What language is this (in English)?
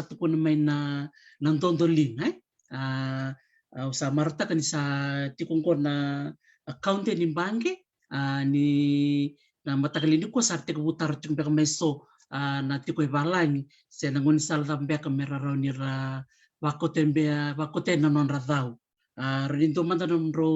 Fijian